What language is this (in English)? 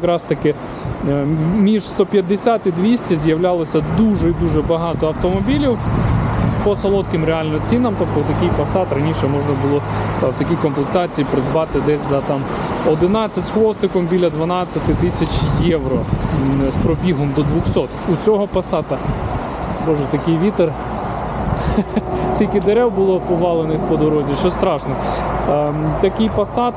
Ukrainian